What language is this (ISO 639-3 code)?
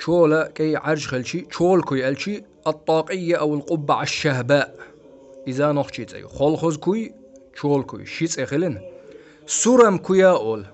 che